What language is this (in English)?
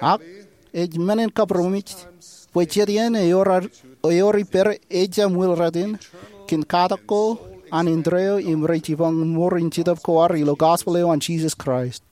Marshallese